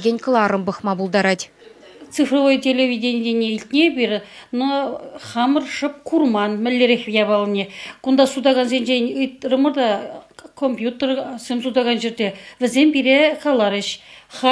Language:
Chuvash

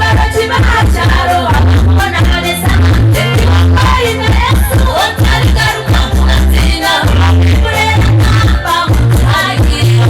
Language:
Nyankole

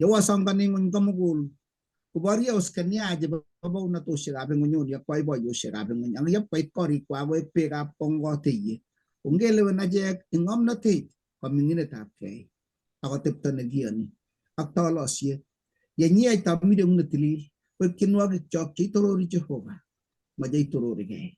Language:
Kalenjin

